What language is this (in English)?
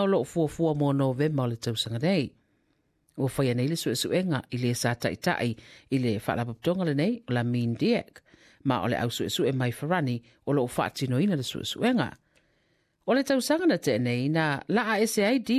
Samoan